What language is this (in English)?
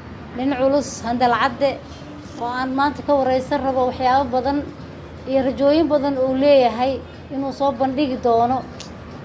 Somali